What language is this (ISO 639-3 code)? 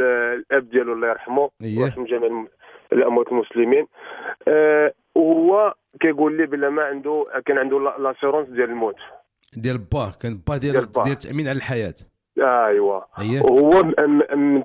ary